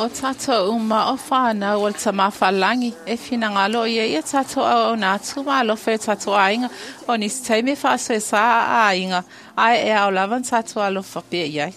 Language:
Samoan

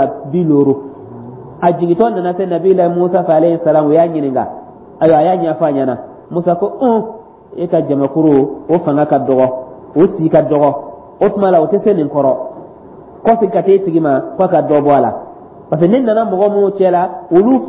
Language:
Dyula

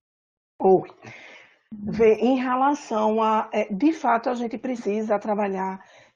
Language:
Portuguese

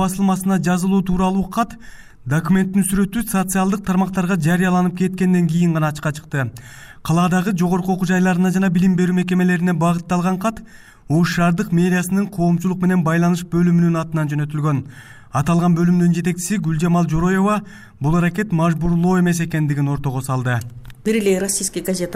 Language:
Kyrgyz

